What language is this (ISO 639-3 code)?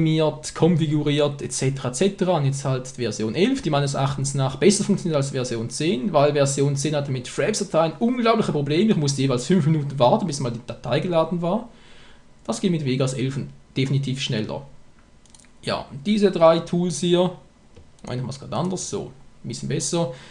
gsw